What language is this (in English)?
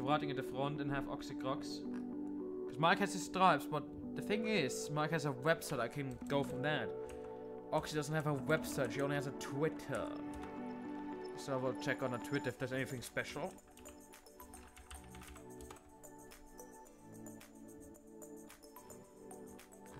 English